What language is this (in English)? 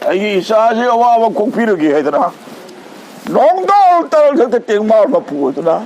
Manipuri